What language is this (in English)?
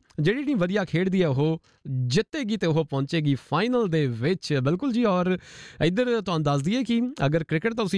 Punjabi